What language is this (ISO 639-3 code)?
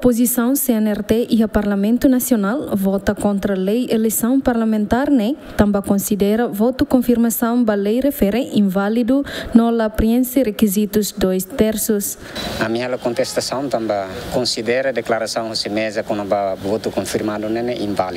tet